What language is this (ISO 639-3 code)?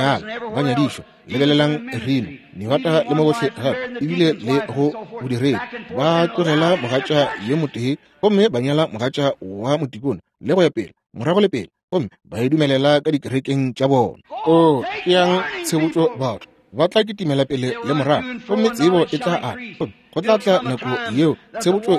nso